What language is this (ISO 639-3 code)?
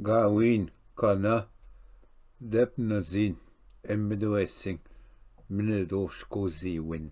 oji